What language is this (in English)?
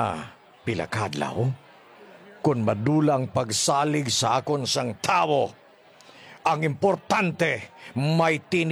Hiligaynon